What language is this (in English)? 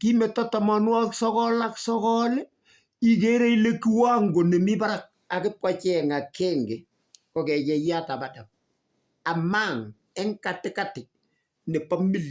Kalenjin